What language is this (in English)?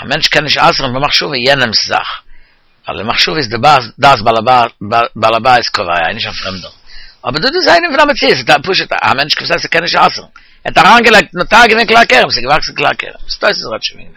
Yiddish